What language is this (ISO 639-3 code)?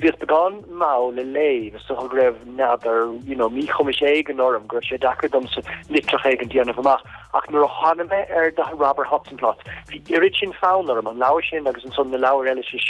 gle